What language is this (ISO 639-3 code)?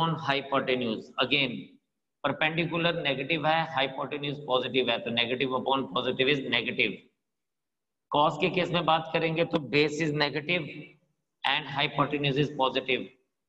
hin